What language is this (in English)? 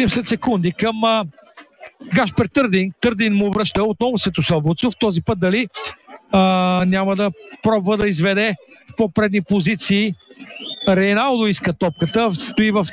Bulgarian